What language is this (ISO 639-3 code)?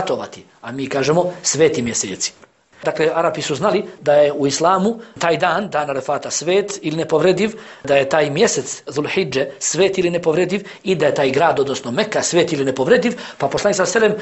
bos